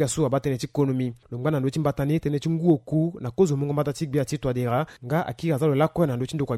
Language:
Sango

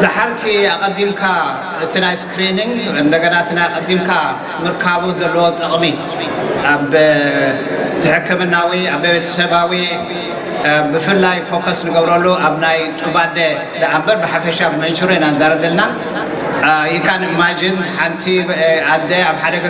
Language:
Tigrinya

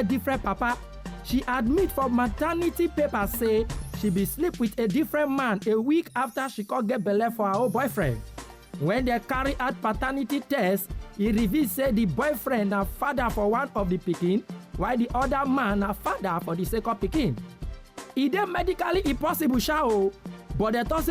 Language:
Nigerian Pidgin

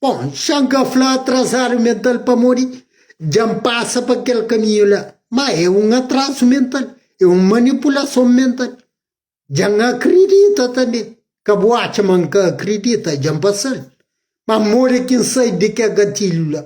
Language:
Kabuverdianu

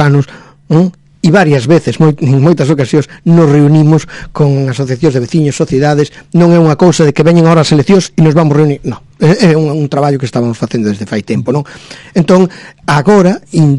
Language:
Galician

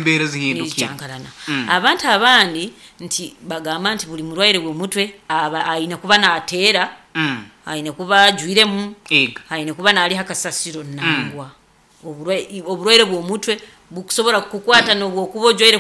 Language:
Nyoro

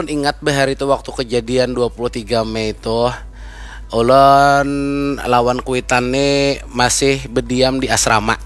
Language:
Banjar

